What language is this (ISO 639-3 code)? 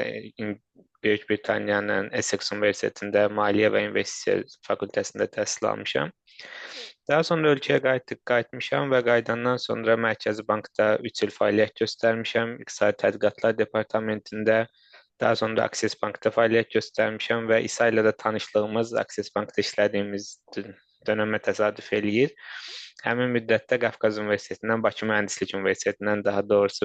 aze